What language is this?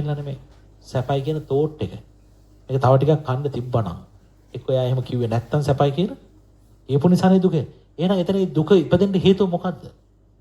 Sinhala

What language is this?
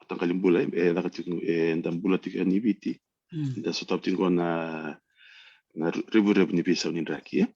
Fijian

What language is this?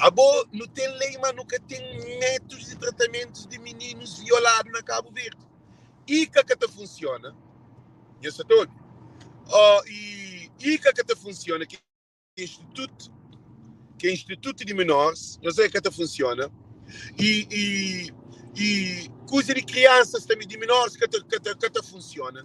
Kabuverdianu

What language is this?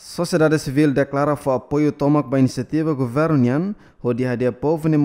Tetum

